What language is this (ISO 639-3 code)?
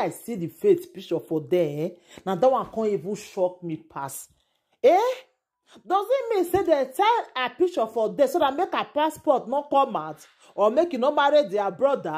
pcm